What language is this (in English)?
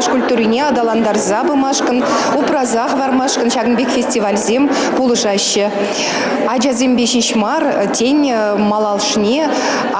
Chuvash